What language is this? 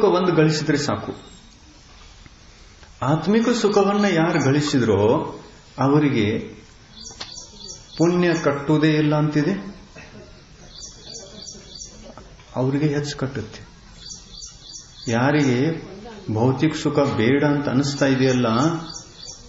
Kannada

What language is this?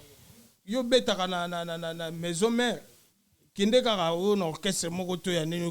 Lingala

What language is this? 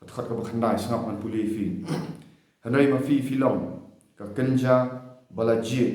Khasi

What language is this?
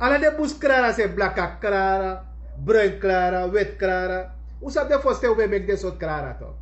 Sranan Tongo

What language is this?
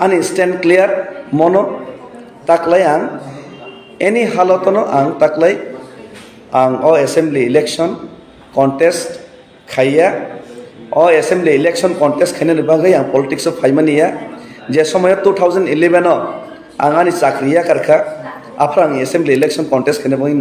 Kok Borok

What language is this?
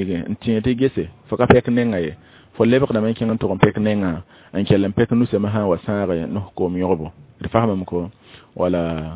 Mossi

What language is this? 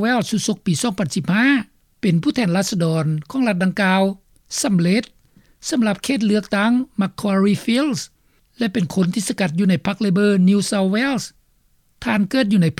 Lao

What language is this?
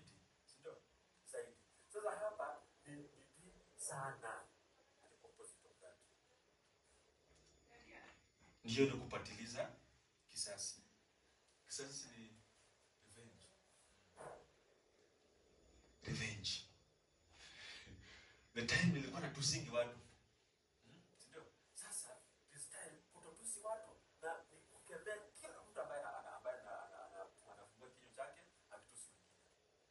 Swahili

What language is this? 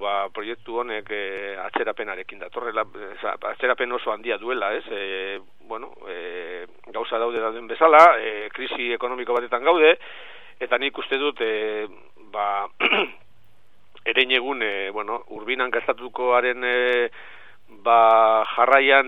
Basque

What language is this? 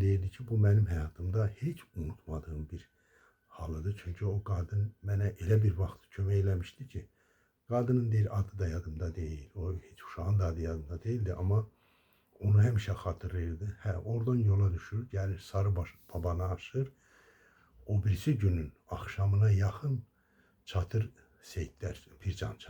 Azerbaijani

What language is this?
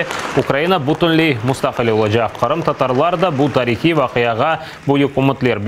Crimean Tatar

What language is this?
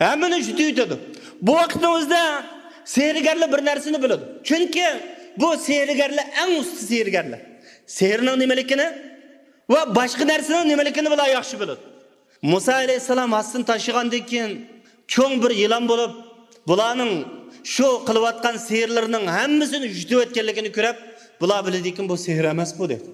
Uyghur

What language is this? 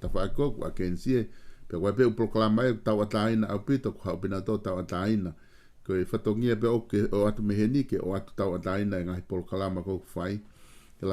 Tongan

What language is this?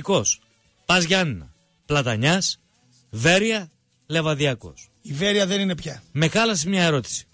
Greek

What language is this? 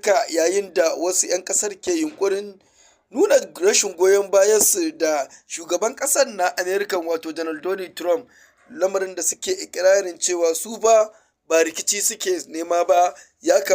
Hausa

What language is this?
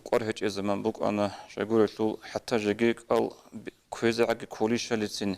Avaric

